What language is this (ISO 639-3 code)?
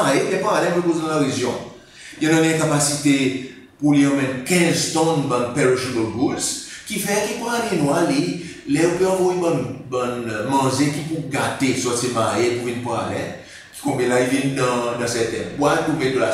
crs